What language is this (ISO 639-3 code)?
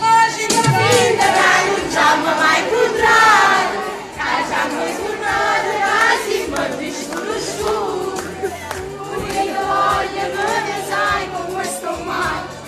nap